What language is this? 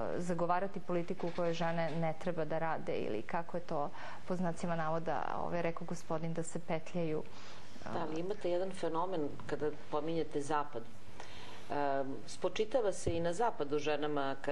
Serbian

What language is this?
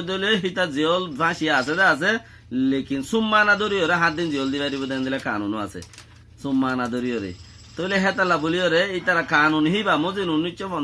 Rohingya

